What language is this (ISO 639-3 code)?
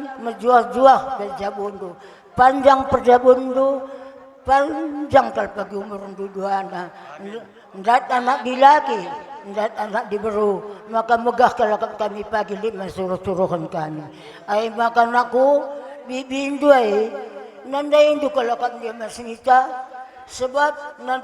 btx